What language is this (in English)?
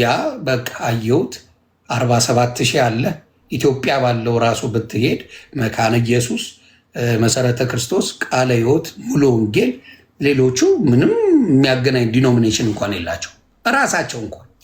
Amharic